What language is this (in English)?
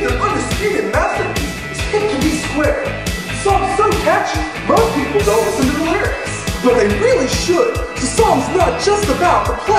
English